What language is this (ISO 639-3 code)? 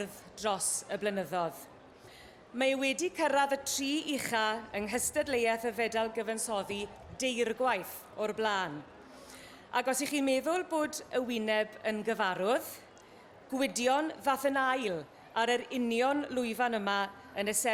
cym